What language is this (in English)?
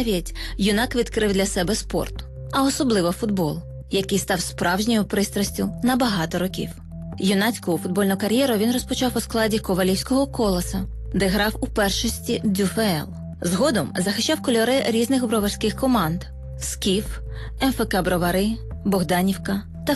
Ukrainian